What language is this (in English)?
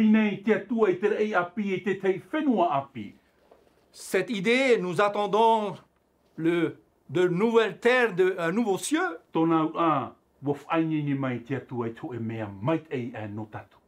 Tahitian